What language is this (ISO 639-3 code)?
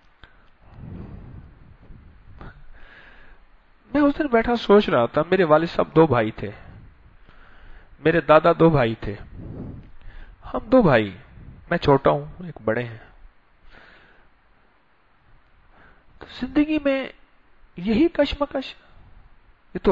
urd